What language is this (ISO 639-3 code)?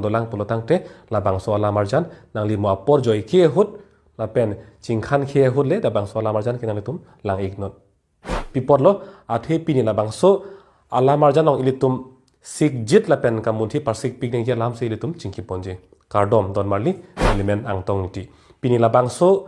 mjw